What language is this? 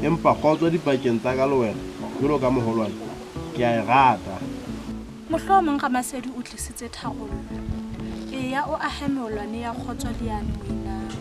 Southern Sotho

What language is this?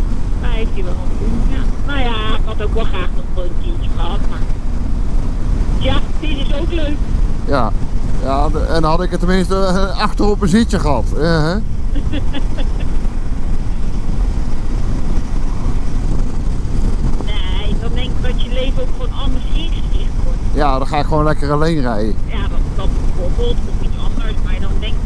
Dutch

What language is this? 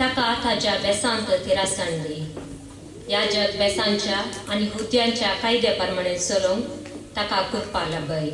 Konkani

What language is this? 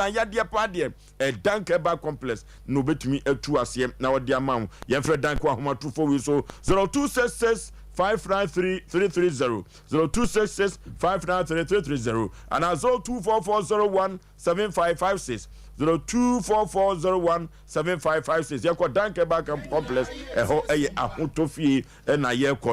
Akan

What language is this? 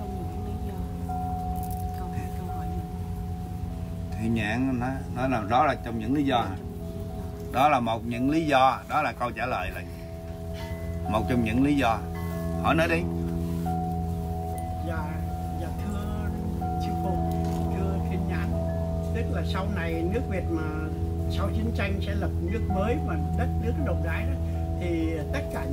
Vietnamese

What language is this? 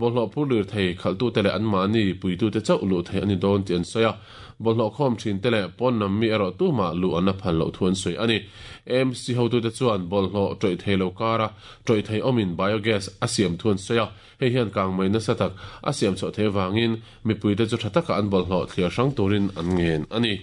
Mizo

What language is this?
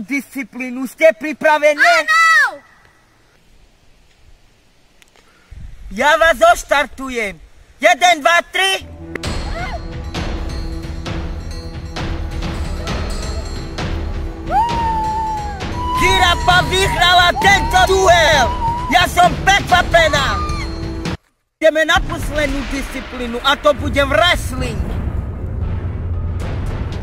Slovak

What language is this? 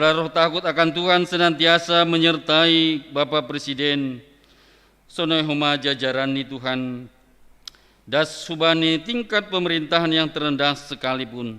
Batak Simalungun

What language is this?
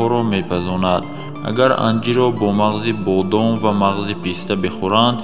Tajik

